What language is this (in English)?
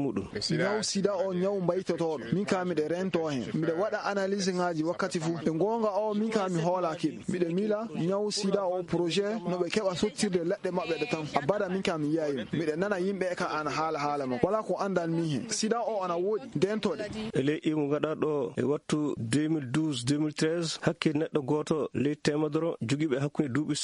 Fula